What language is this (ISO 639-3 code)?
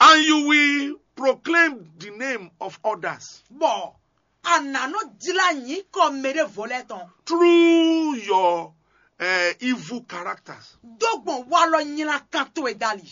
fon